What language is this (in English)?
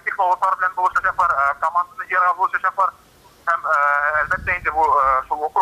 Tatar